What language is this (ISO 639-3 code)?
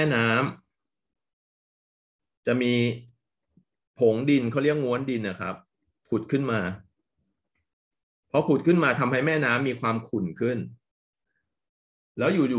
tha